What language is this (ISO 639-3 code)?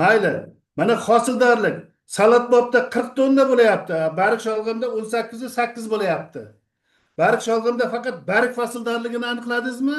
uzb